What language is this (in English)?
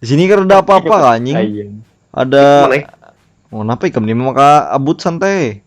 Banjar